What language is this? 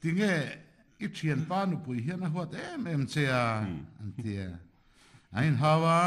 Mizo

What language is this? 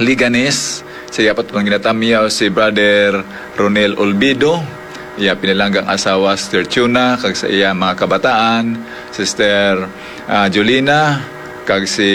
Hiligaynon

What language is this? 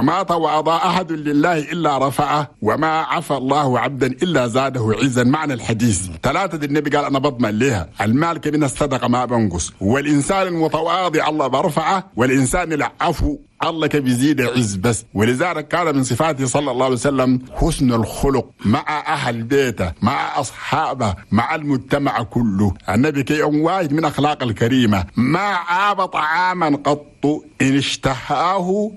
Chadian Arabic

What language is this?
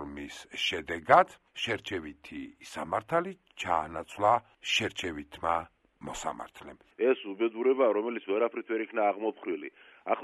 Georgian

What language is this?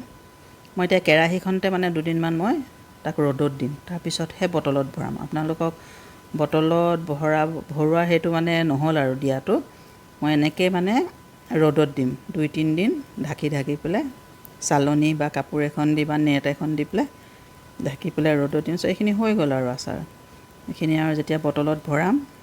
Assamese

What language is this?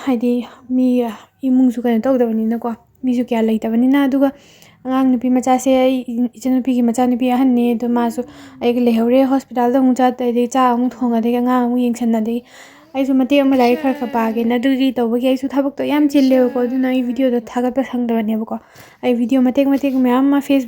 Manipuri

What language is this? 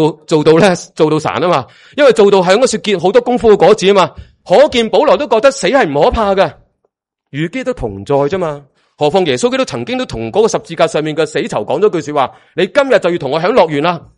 Cantonese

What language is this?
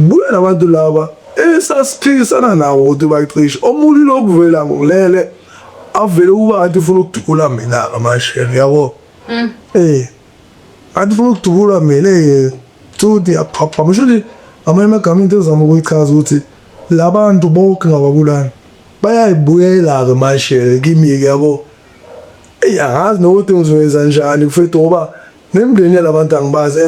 Zulu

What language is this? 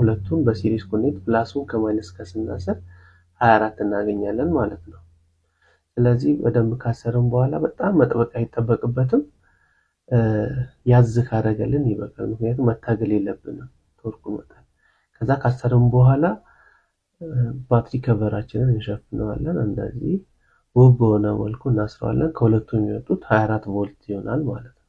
Amharic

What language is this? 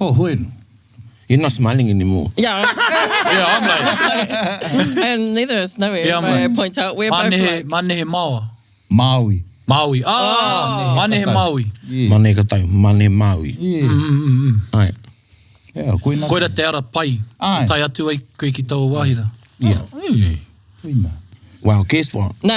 Māori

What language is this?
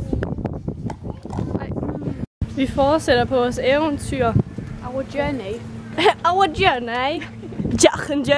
Danish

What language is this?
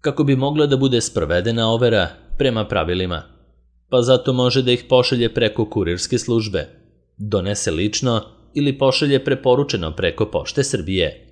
Serbian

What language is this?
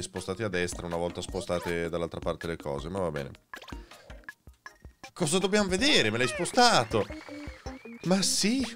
Italian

